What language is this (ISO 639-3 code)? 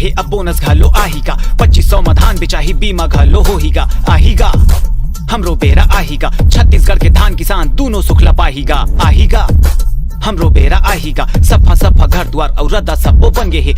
hne